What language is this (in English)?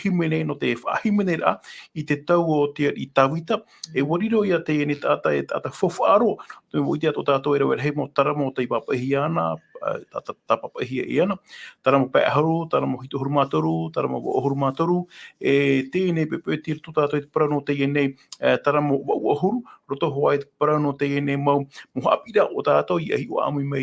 Tahitian